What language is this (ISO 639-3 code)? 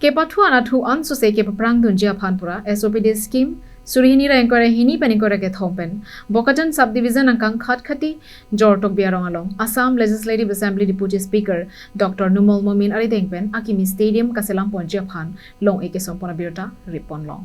mjw